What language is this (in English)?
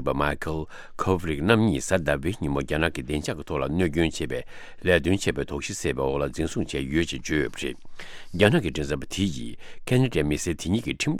Tibetan